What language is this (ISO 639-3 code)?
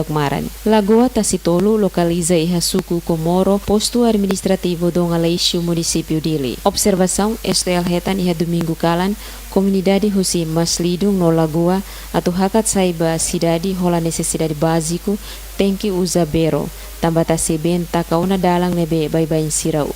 tet